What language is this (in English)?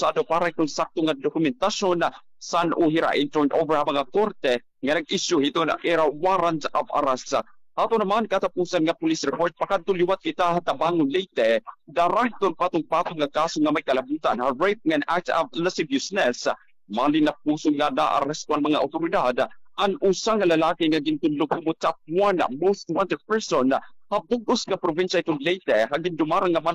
Waray